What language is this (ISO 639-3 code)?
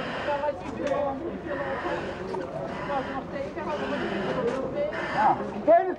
nld